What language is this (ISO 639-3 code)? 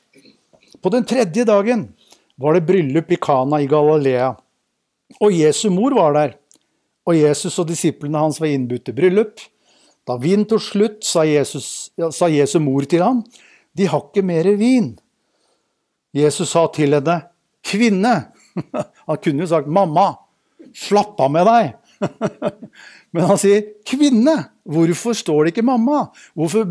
nor